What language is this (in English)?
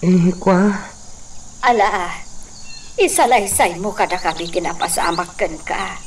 Iloko